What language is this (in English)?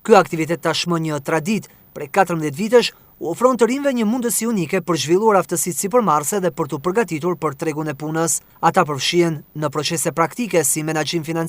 Albanian